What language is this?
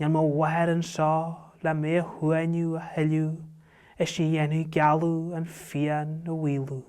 Irish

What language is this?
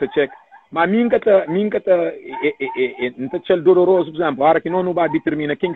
Kabuverdianu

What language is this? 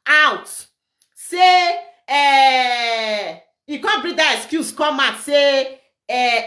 Nigerian Pidgin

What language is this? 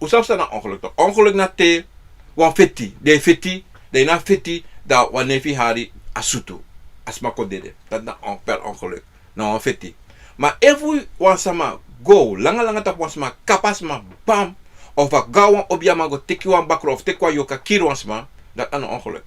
Sranan Tongo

